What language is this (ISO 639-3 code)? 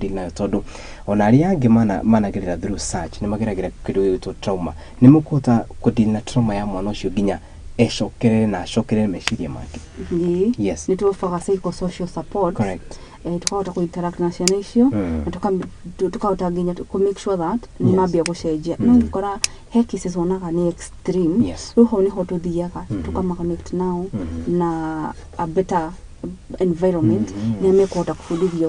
kik